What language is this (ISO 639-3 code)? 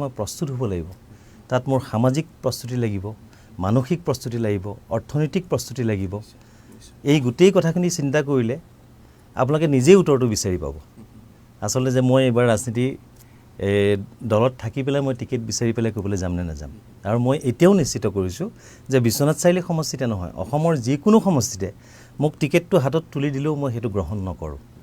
asm